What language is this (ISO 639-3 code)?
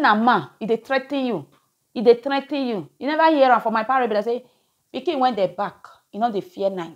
pcm